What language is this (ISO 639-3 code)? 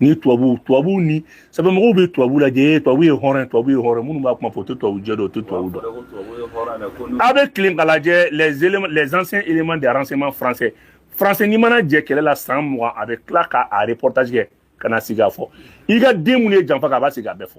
bam